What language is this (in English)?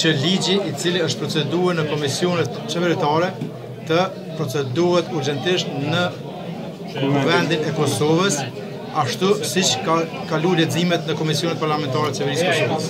Albanian